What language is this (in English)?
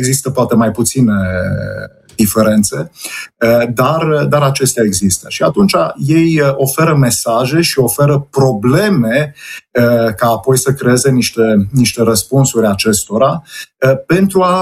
Romanian